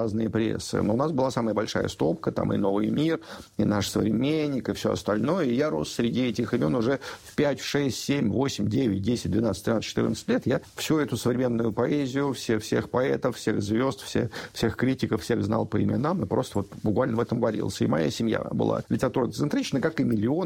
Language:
Russian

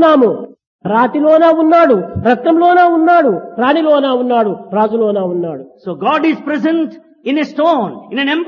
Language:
Telugu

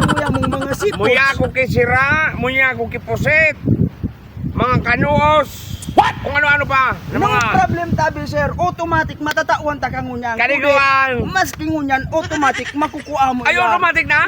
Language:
Bikol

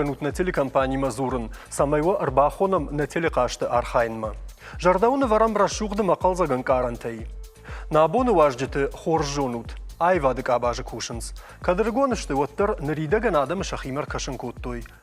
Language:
Ossetic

